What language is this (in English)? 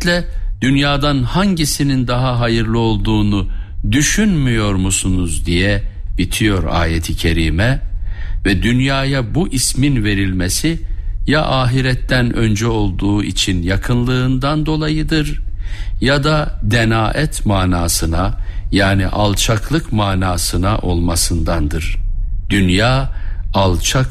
Turkish